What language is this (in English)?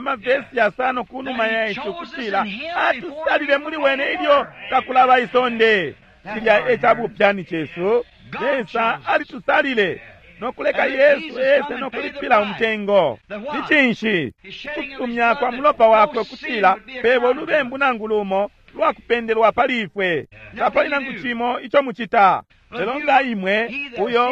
Bemba